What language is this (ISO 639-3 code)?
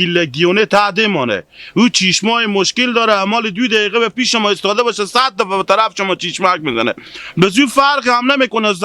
haz